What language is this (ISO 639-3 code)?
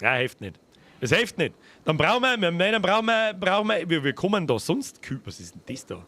bar